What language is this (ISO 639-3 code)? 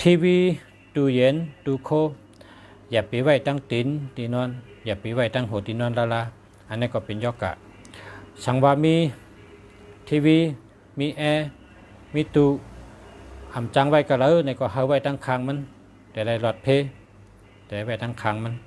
shn